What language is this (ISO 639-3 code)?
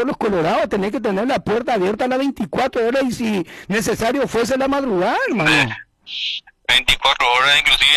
spa